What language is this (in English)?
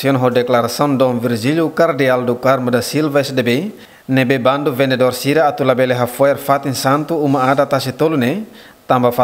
Tetum